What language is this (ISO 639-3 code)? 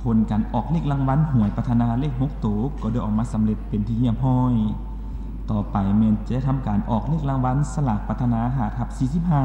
lao